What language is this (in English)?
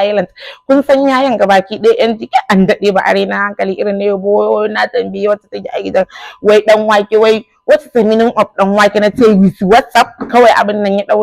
Hausa